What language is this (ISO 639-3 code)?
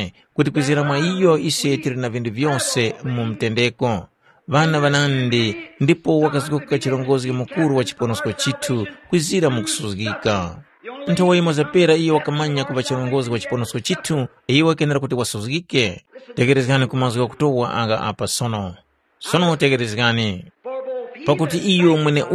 tum